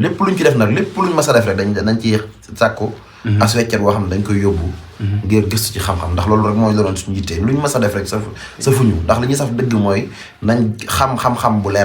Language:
Wolof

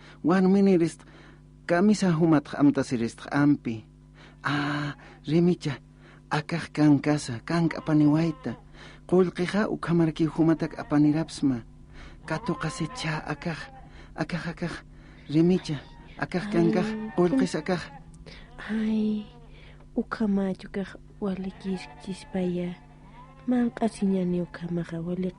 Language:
Aymara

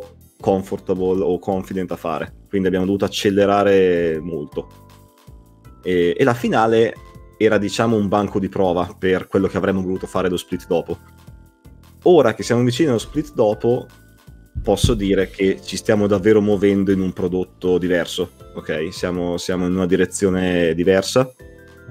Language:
Italian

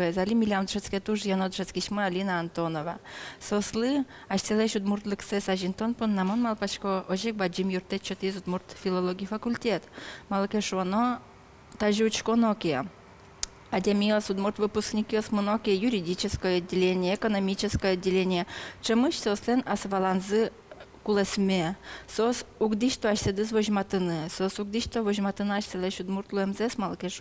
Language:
Udmurt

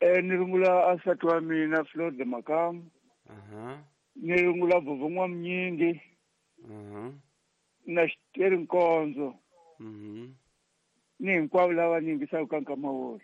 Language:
Tsonga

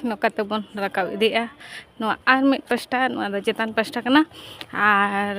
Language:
Santali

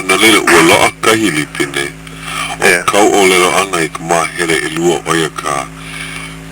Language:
Hawaiian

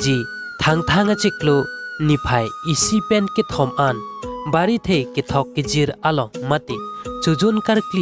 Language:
Karbi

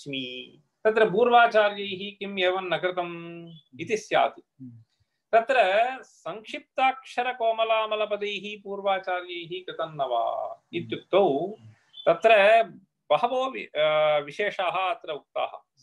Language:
Sanskrit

